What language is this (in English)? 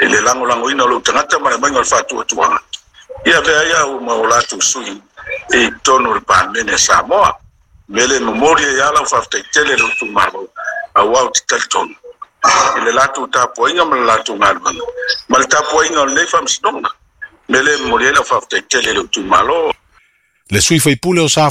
Samoan